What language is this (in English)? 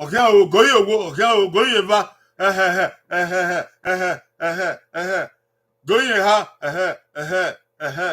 Bini